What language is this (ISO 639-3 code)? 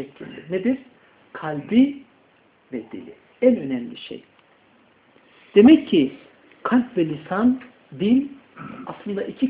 tur